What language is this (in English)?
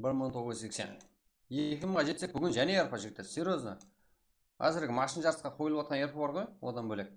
Kara-Kalpak